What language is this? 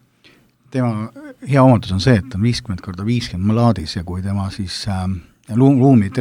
Estonian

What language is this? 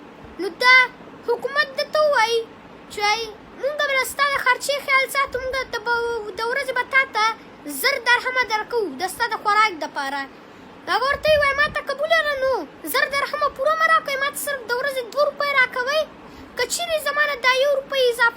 Pashto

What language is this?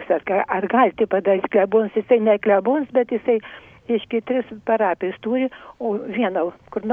Lithuanian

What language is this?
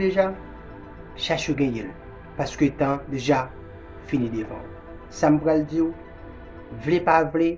Haitian Creole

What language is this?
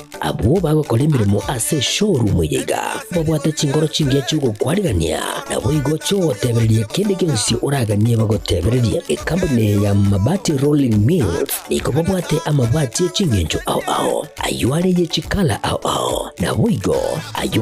Gusii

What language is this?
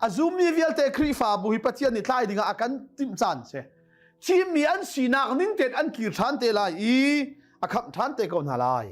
Hakha Chin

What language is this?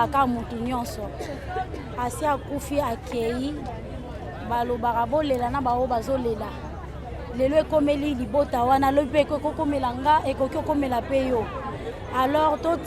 Lingala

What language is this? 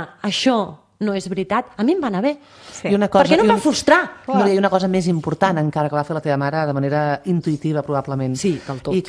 Catalan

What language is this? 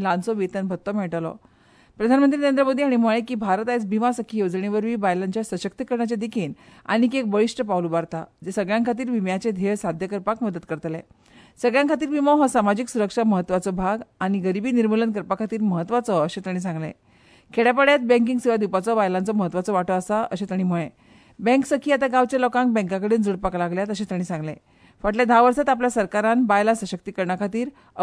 Konkani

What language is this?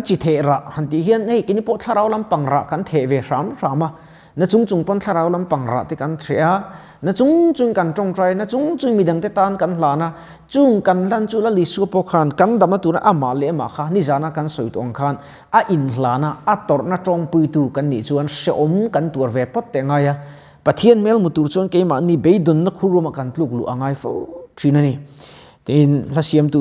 Mizo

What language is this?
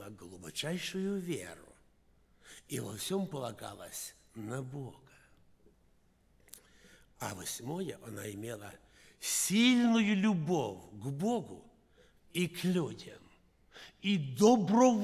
Russian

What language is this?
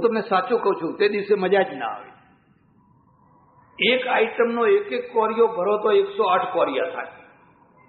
Gujarati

